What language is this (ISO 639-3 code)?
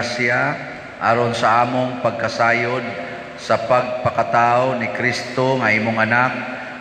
ceb